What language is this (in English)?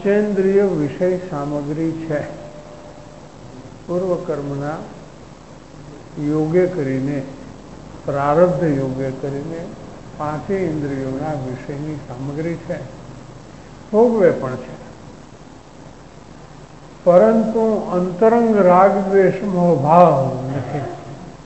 Gujarati